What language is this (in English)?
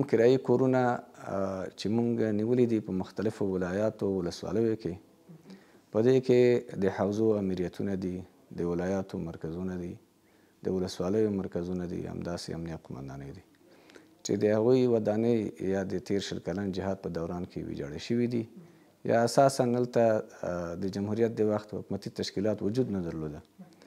Pashto